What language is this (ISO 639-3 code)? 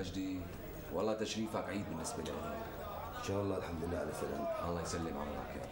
apc